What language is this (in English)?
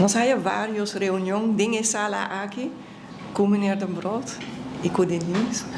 Papiamento